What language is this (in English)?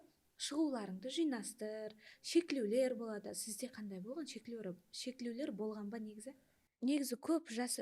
Kara-Kalpak